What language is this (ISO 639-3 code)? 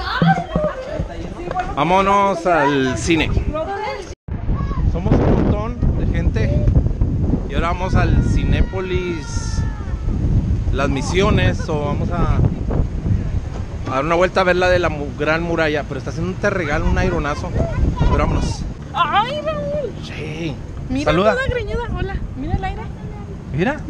spa